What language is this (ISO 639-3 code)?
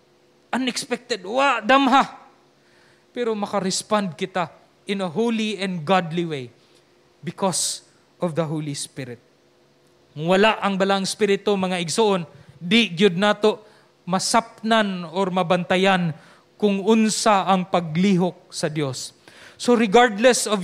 ceb